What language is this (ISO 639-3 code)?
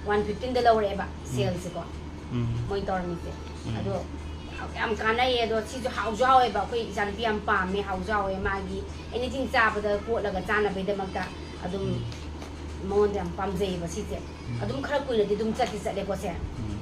mni